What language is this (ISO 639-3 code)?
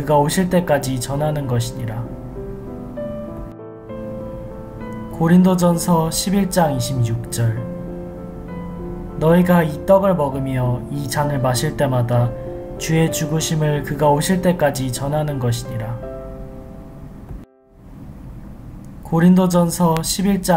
kor